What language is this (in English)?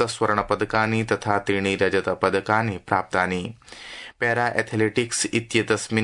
Sanskrit